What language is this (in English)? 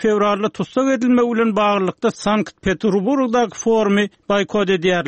Kyrgyz